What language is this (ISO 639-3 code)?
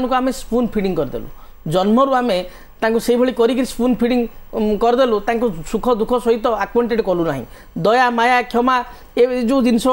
ori